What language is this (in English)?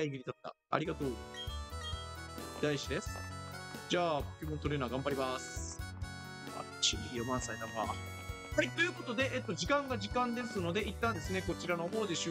Japanese